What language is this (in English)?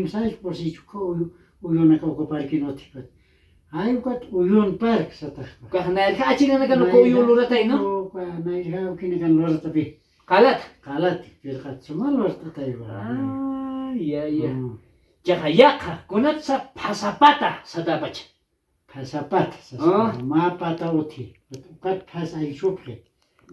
Aymara